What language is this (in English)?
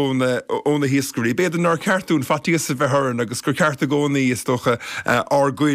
Irish